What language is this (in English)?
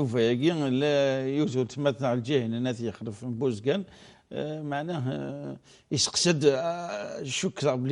Kabyle